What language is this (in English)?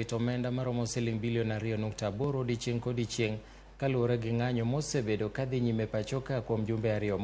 Luo (Kenya and Tanzania)